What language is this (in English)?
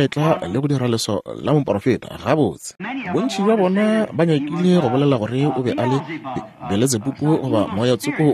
Northern Sotho